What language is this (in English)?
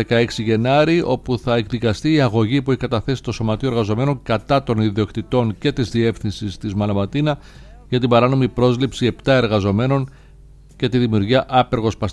Greek